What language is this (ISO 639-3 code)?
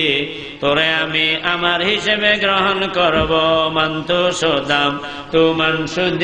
ben